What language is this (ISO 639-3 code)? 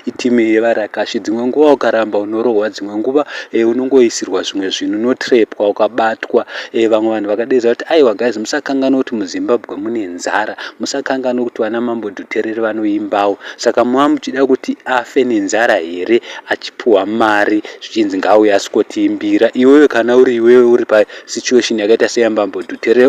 sna